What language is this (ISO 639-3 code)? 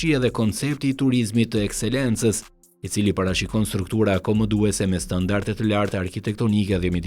sqi